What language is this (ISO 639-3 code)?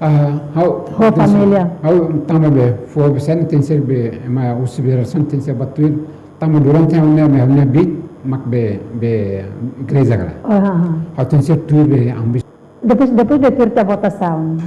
tet